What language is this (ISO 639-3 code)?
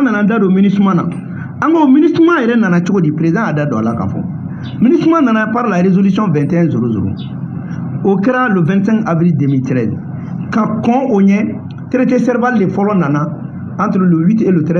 bam